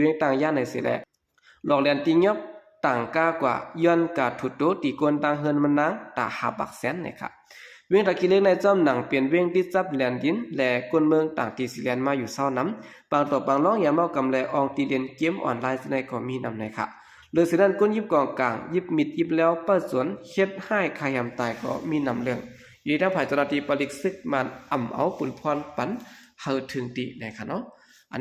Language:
Shan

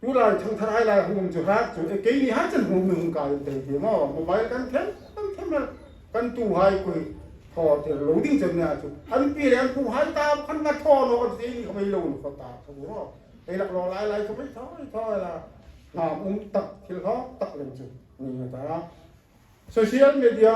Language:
Hmar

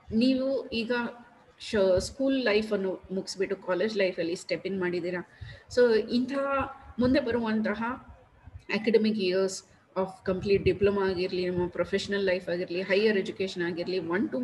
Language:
Kannada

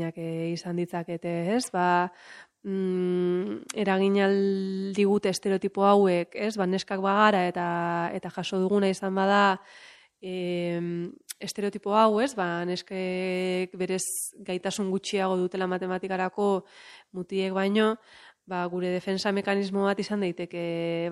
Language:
Basque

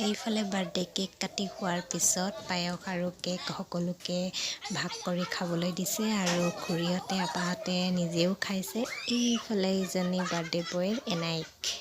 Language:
Assamese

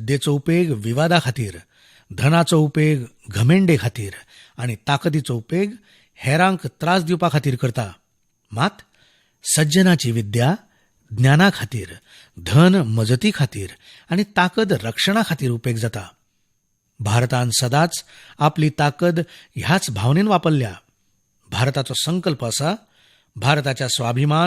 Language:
Konkani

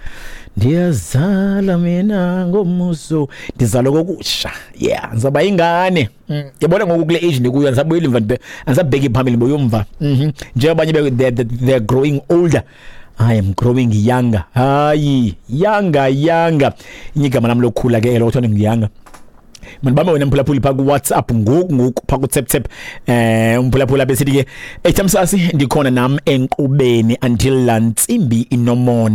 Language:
Xhosa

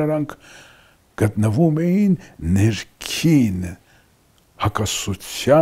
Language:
Armenian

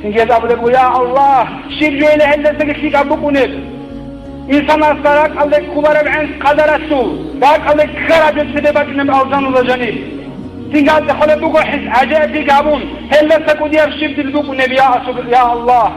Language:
Avaric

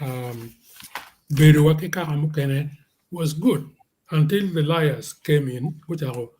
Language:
Acoli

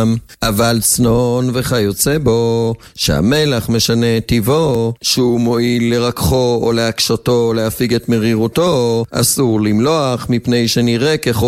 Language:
Hebrew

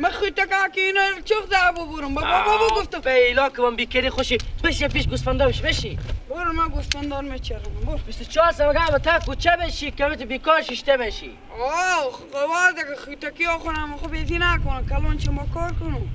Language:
Persian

